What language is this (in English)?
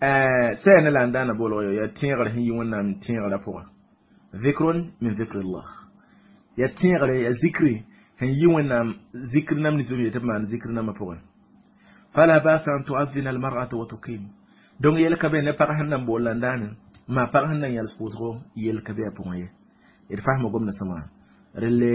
Mossi